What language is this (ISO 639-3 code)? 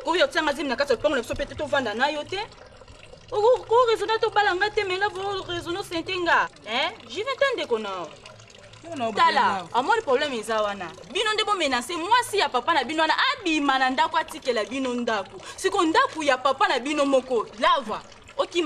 lin